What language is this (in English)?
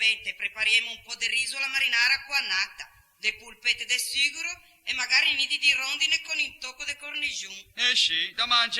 Ligurian